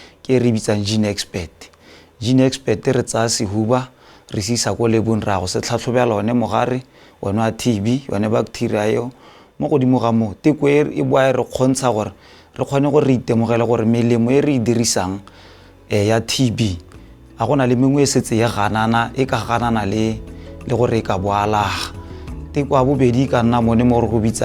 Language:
Tswana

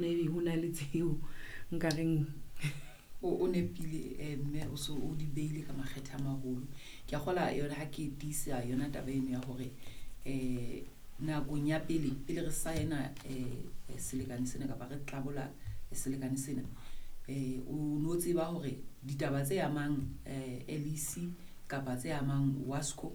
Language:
Southern Sotho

